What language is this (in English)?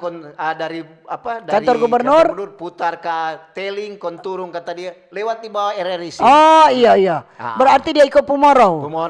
Manado Malay